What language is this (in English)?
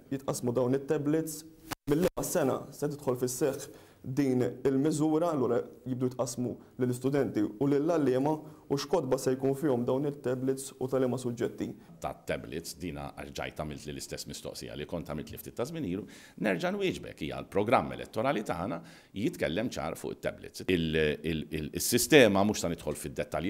Maltese